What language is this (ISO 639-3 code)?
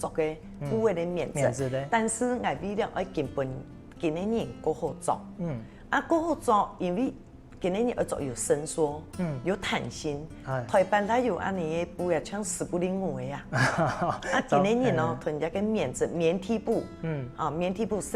hak